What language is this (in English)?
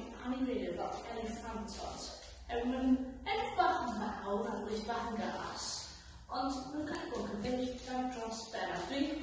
Welsh